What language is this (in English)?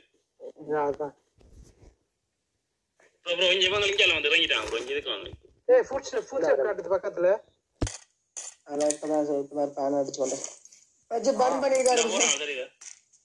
Tamil